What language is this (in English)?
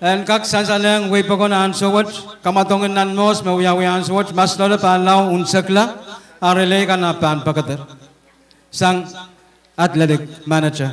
Pohnpeian